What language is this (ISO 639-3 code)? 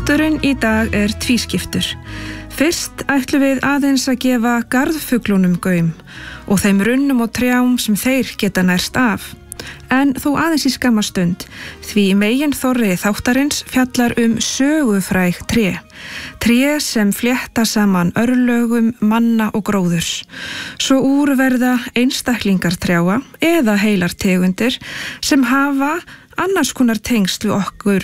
isl